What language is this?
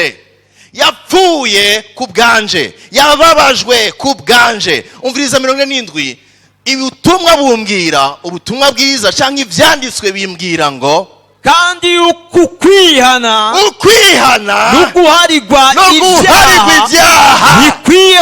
Rundi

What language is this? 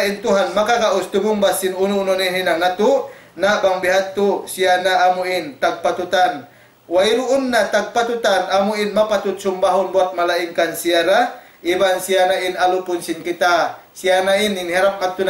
Tausug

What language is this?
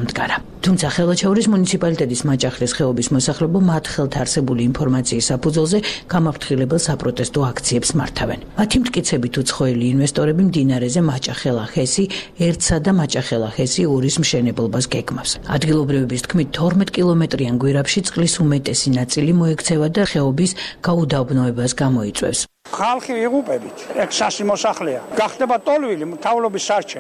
Georgian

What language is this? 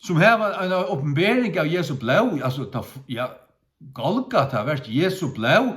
Faroese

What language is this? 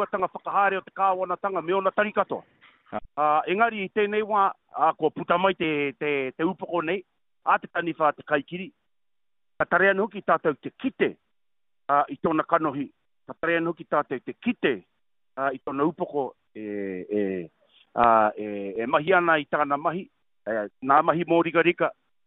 Māori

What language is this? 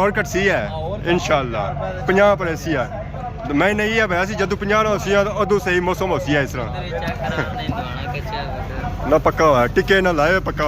Pahari-Potwari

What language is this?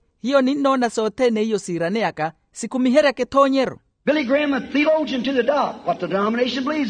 Makhuwa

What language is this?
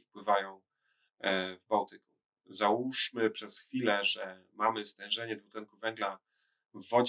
Polish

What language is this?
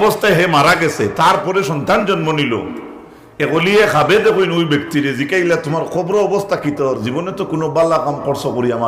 Sylheti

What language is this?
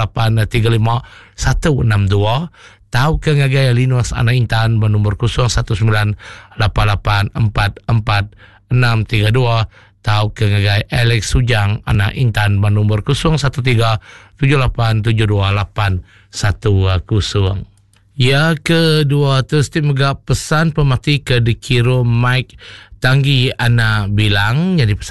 Iban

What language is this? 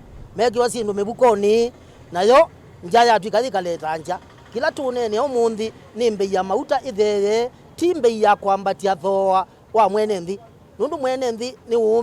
Kamba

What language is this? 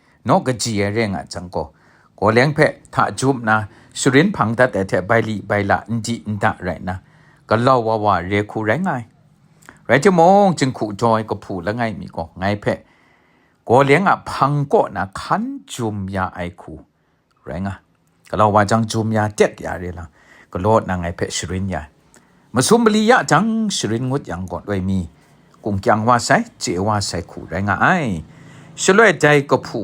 Kachin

